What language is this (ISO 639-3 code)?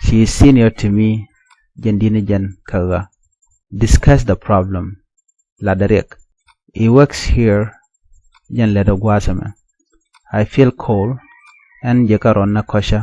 nus